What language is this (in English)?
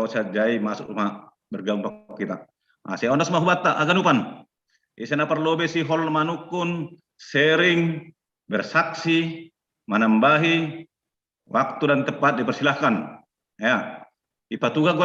Batak Simalungun